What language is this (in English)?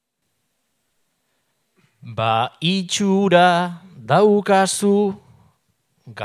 Basque